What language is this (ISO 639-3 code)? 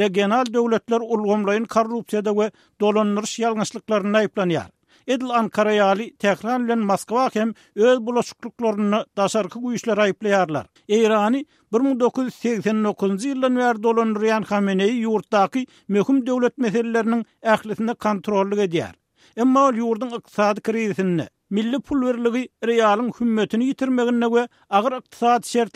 tuk